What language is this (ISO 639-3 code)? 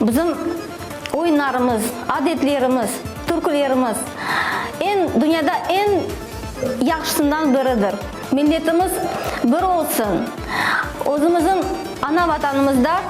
crh